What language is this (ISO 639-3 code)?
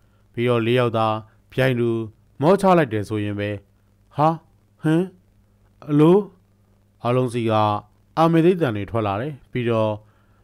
mya